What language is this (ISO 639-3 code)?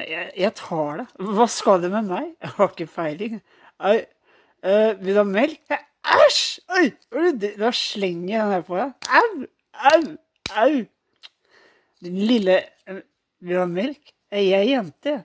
nor